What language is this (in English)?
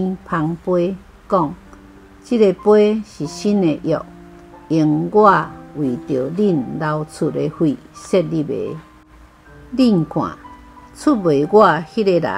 Min Nan Chinese